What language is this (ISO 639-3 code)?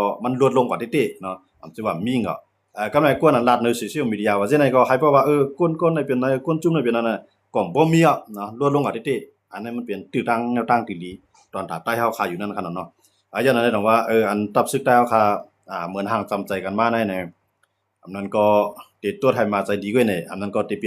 shn